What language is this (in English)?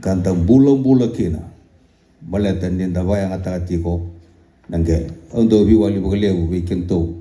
Fijian